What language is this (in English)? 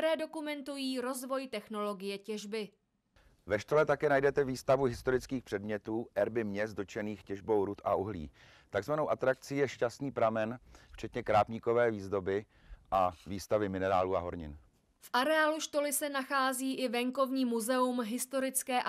Czech